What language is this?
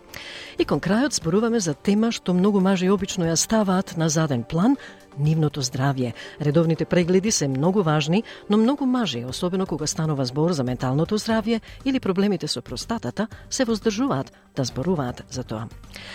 Macedonian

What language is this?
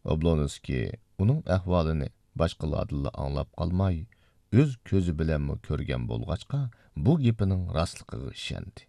Uyghur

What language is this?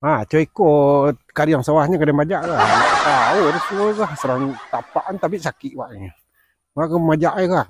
Minangkabau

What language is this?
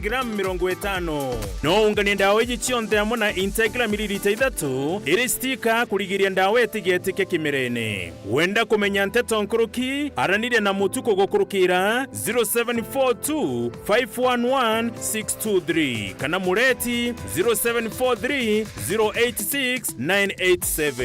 Meru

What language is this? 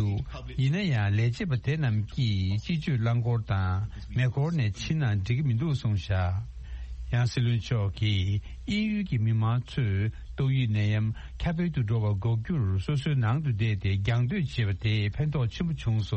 Tibetan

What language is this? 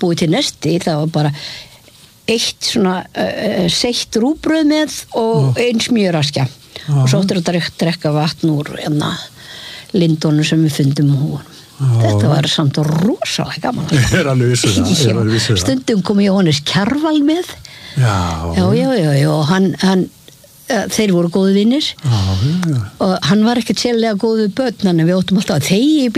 Icelandic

